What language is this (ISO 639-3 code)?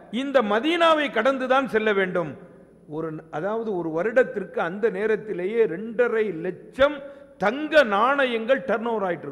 tam